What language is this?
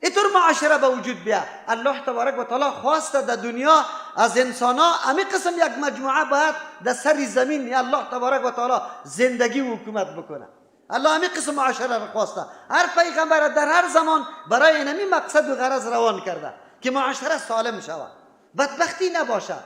Persian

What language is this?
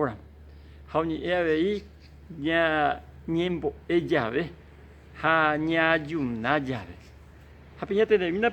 Guarani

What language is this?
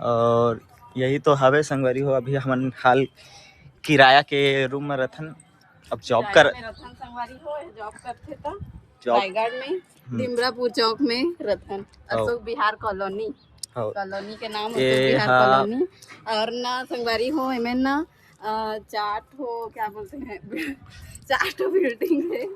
Chhattisgarhi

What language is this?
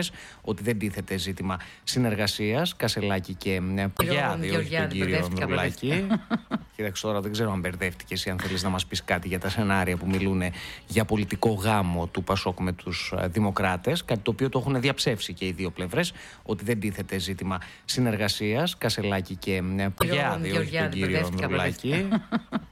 Greek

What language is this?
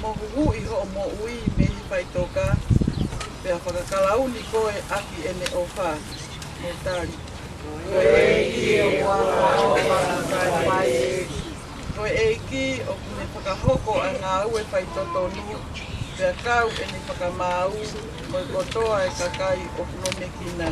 Tongan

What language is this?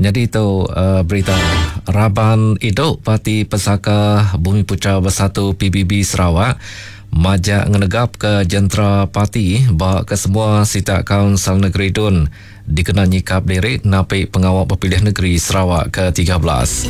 Iban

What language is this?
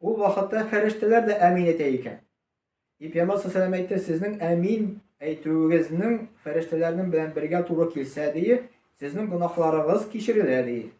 Tatar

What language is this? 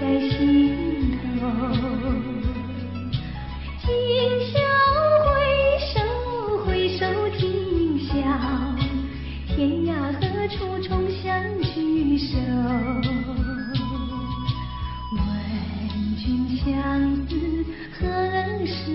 Chinese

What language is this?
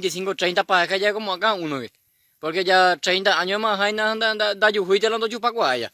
Guarani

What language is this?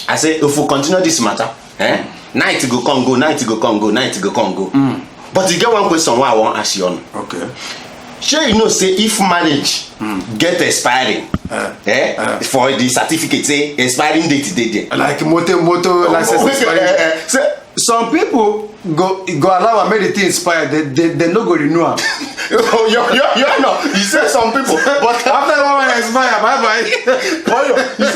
Nigerian Pidgin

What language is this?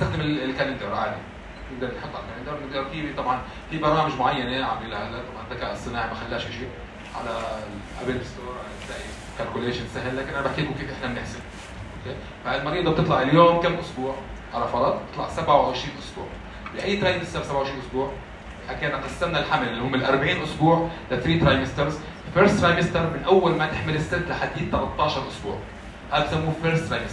South Levantine Arabic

